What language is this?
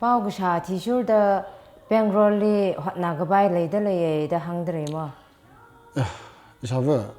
Tangkhul Naga (India)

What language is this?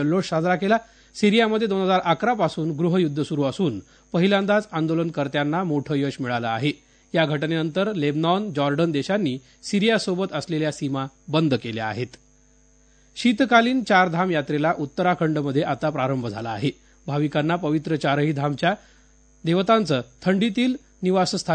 Marathi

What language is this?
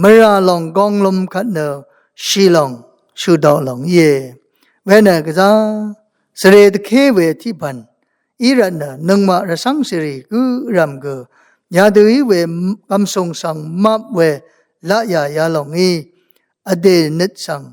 Rawang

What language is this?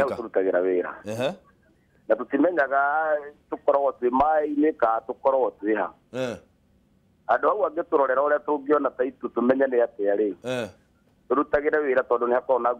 Kikuyu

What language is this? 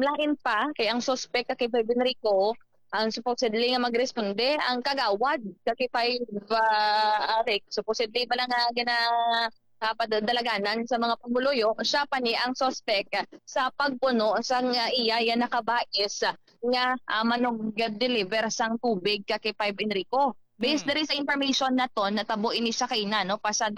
Hiligaynon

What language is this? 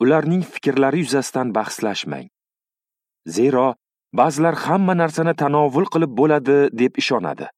Uzbek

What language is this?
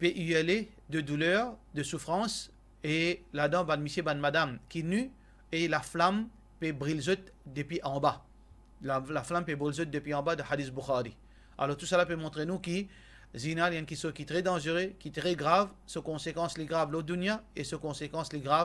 Morisyen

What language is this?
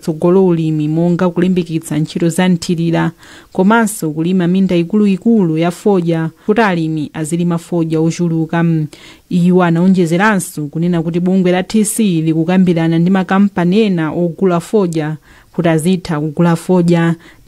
Nyanja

